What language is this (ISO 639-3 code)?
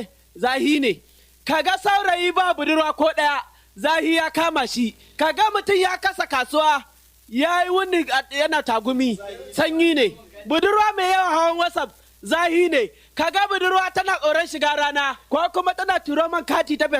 hau